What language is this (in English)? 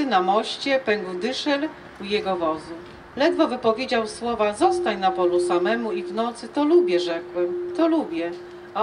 Polish